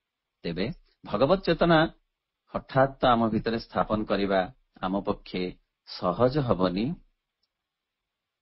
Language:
Odia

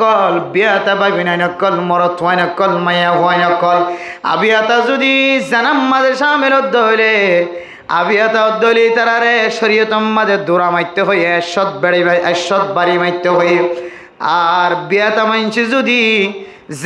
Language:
Rohingya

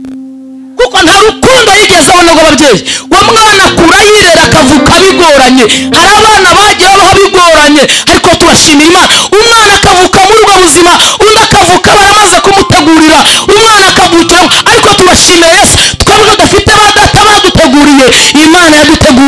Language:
Kinyarwanda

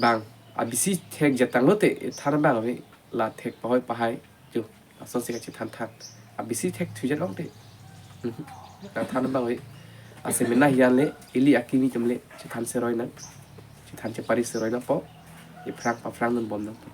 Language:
Karbi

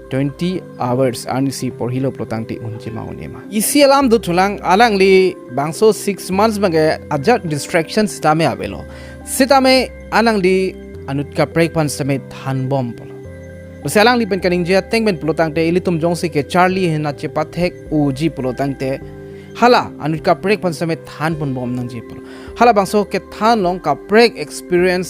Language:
Karbi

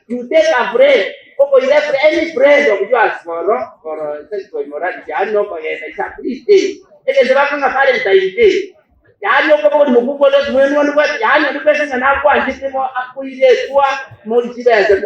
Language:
Gusii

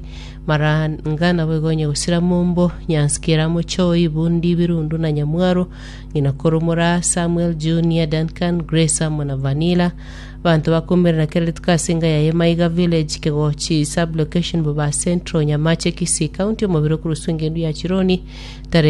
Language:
Gusii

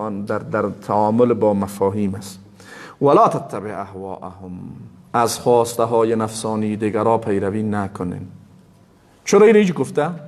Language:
Persian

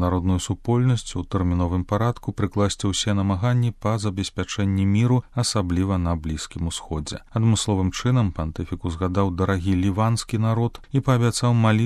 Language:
Belarusian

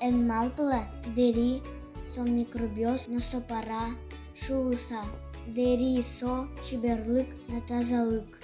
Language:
Udmurt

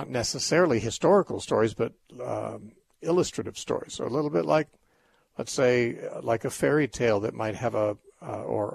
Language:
English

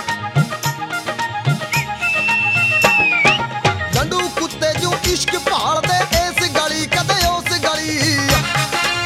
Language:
Punjabi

